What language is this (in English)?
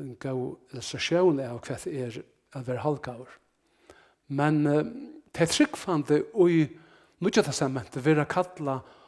Faroese